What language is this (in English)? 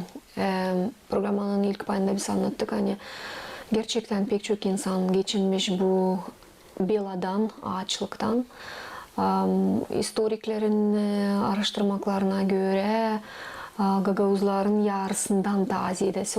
Gagauz